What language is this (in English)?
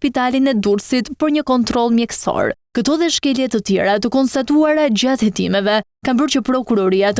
Albanian